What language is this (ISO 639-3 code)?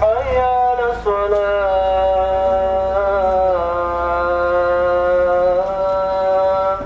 kum